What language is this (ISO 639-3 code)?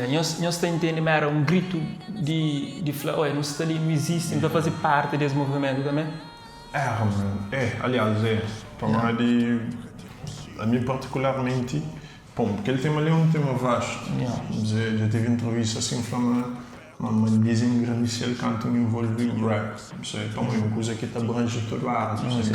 kea